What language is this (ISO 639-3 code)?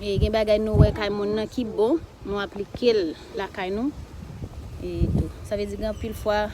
hat